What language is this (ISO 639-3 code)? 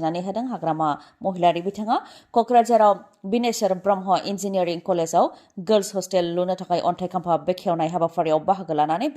brx